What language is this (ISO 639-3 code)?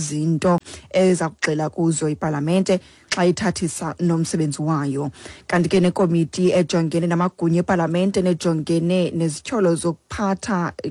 xho